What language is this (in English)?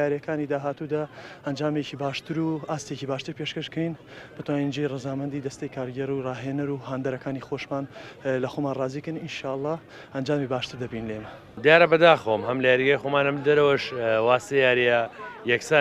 Central Kurdish